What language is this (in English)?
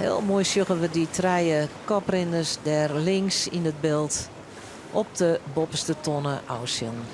Western Frisian